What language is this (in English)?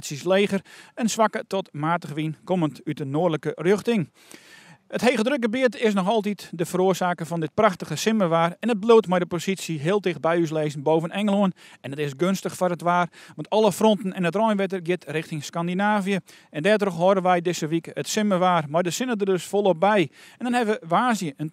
Western Frisian